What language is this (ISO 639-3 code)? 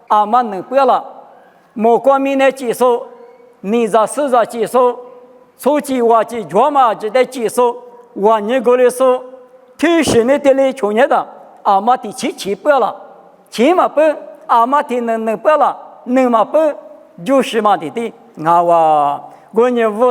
lis